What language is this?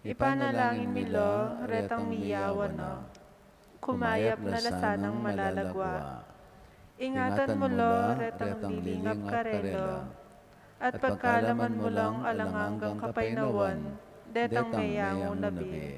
Pampanga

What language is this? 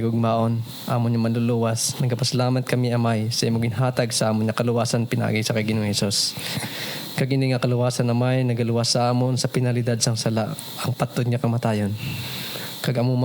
Hiligaynon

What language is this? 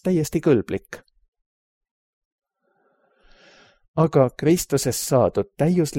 Estonian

